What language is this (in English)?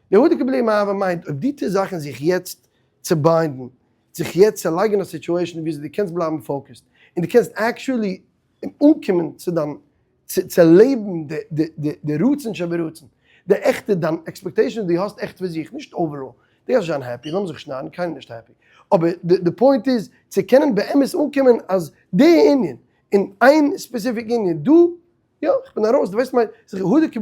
Yiddish